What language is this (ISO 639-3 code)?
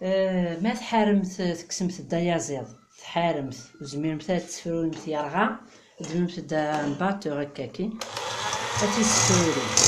kab